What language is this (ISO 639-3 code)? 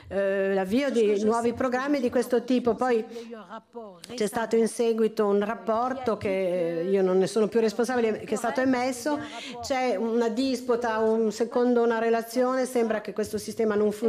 ita